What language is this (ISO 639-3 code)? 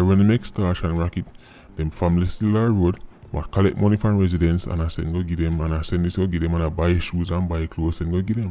jam